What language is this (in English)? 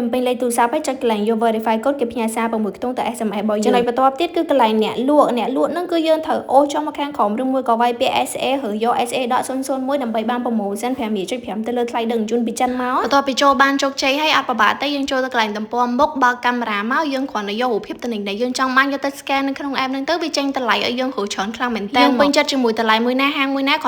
Khmer